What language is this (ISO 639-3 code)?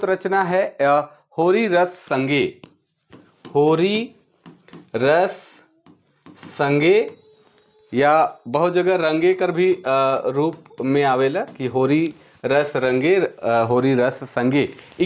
sck